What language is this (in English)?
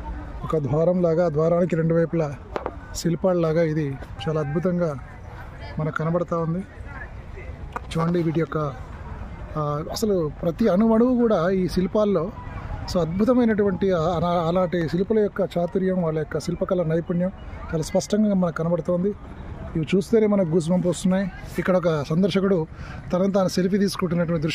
Telugu